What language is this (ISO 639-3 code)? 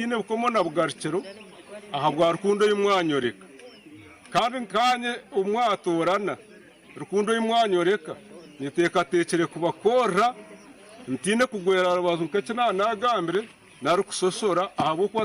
nyn